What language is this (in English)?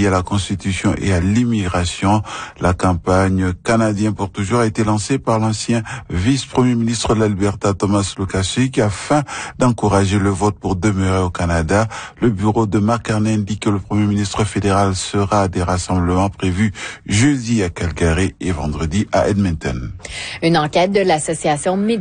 French